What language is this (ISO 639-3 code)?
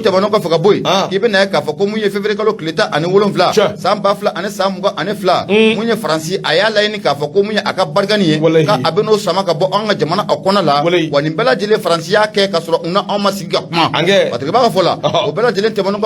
bam